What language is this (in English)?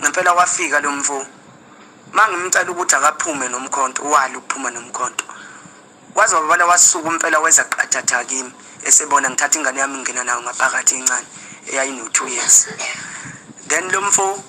Zulu